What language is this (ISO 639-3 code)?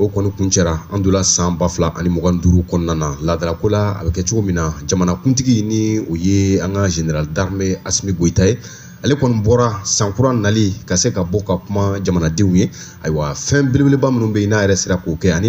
bam